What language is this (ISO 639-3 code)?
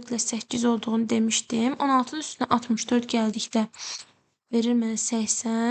aze